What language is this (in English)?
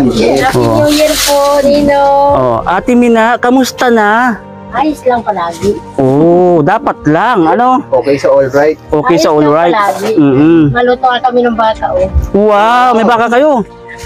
Filipino